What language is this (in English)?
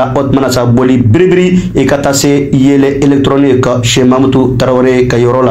Bambara